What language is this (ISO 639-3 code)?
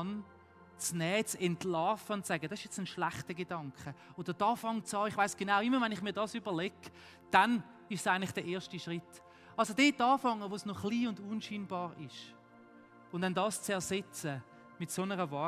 gsw